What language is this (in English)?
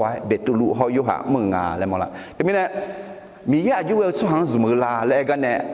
Akha